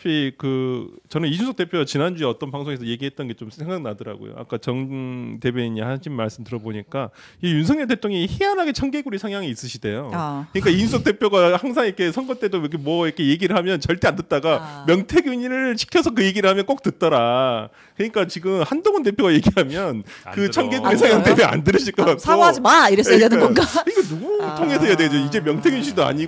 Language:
Korean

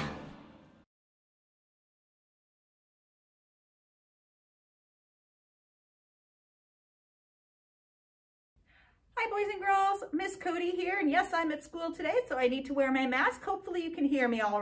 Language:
English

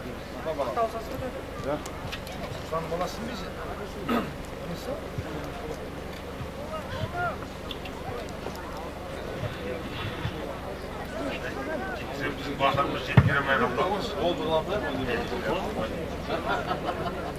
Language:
Kazakh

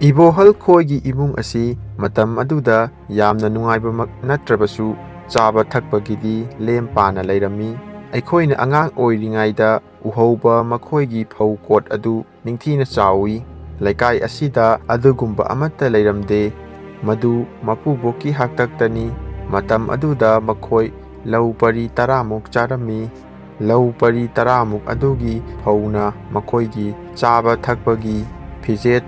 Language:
Manipuri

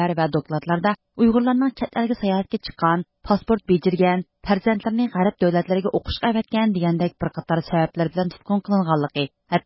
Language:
Uyghur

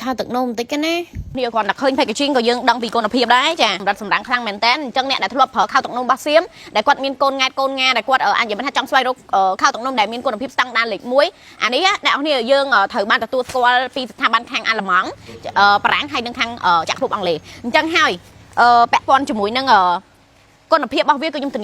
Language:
Khmer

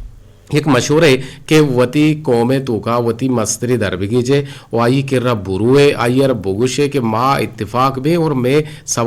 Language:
Eastern Balochi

